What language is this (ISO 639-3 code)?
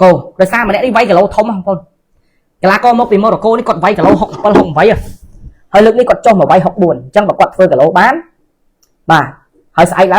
khm